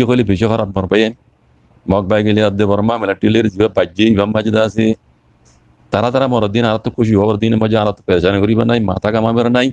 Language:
Rohingya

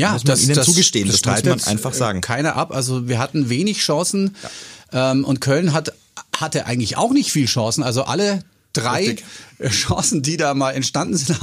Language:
German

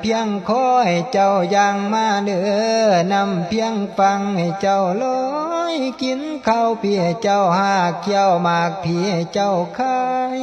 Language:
Lao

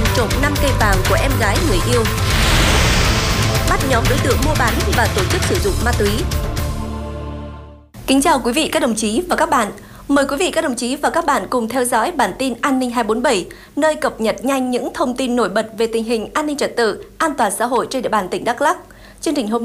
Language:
Vietnamese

